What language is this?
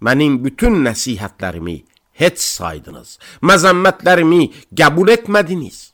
Azerbaijani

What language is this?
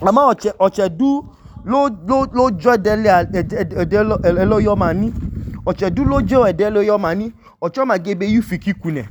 Idoma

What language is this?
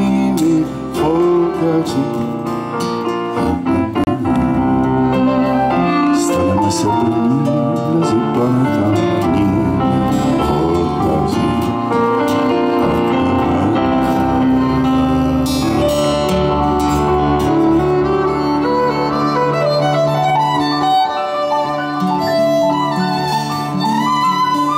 Czech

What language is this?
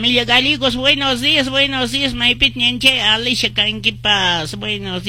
Quechua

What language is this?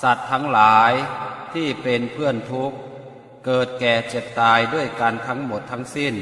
Pali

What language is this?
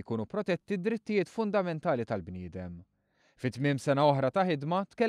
Maltese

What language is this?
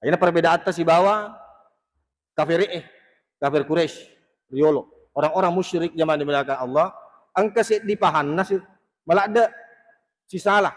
Buginese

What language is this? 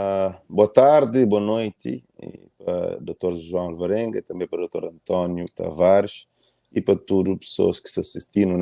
Kabuverdianu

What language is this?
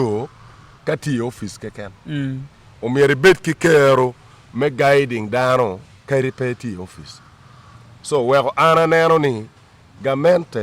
Acoli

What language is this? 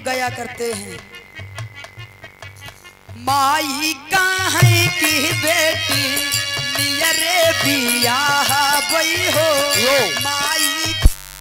Bhojpuri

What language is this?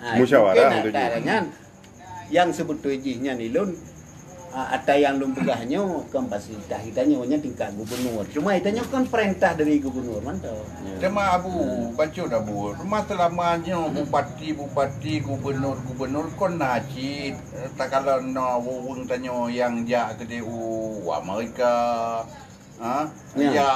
Achinese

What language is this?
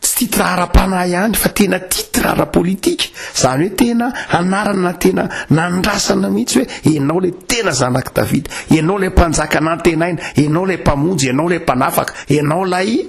Malagasy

